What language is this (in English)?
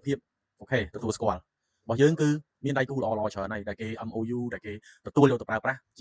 Khmer